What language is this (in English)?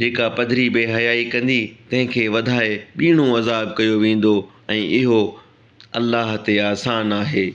Sindhi